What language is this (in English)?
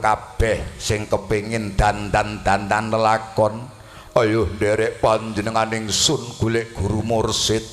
Javanese